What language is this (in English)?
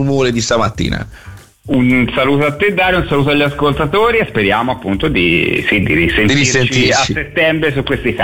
Italian